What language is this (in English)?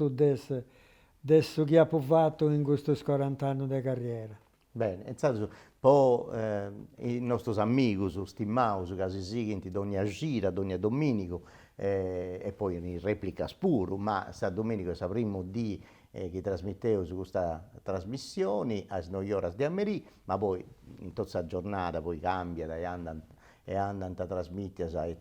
Sardinian